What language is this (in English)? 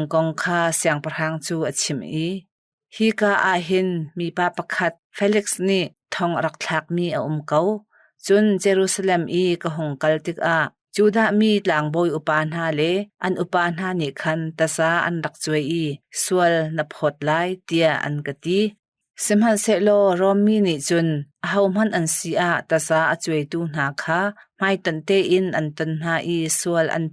Hakha Chin